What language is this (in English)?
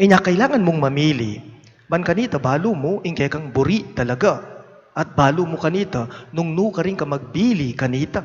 Pampanga